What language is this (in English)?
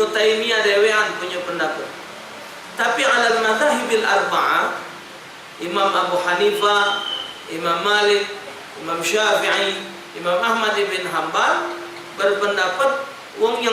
Musi